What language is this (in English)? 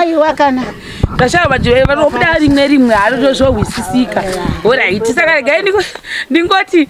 Shona